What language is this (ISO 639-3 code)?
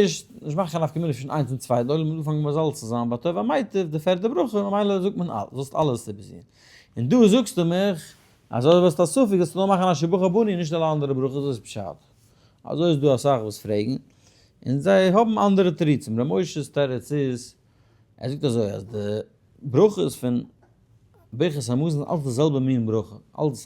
yid